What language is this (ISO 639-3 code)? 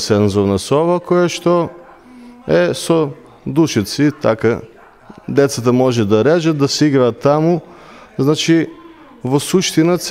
mkd